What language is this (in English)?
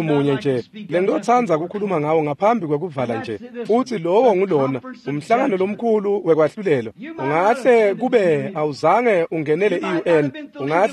Swati